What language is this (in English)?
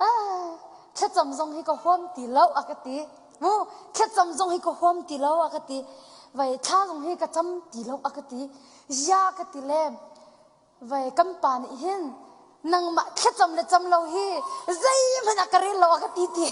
Hakha Chin